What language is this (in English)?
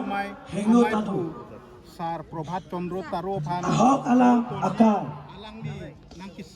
Karbi